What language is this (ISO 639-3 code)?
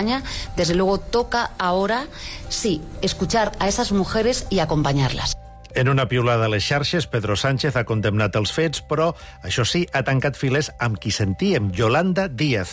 cat